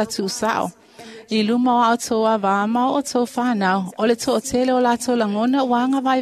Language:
Samoan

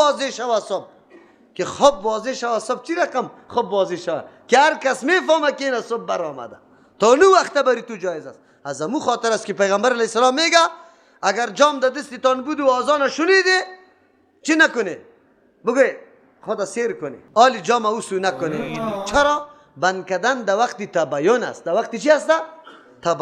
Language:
Persian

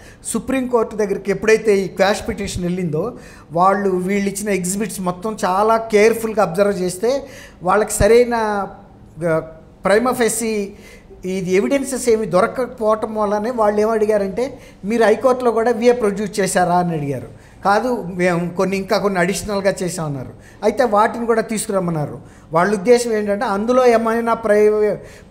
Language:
Telugu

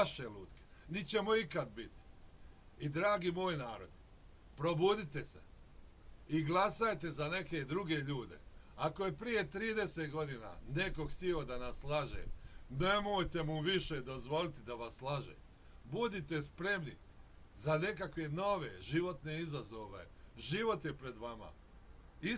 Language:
Bosnian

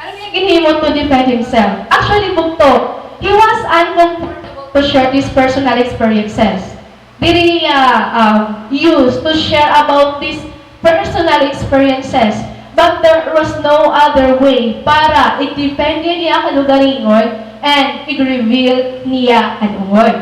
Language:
Waray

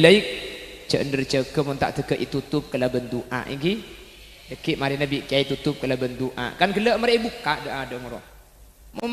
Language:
Madurese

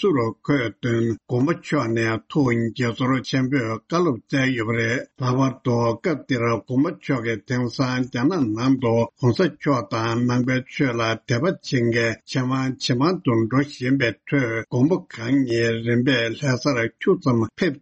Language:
Tibetan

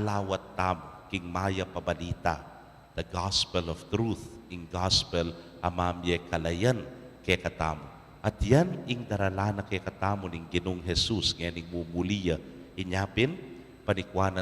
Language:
Pampanga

